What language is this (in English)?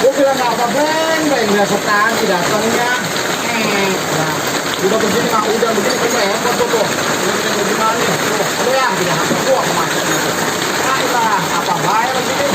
Betawi